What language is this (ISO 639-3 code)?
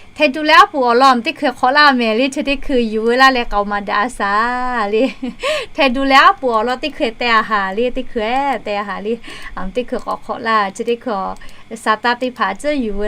lhu